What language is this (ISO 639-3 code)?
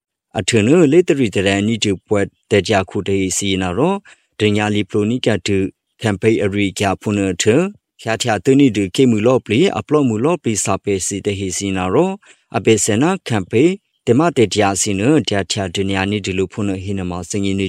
mya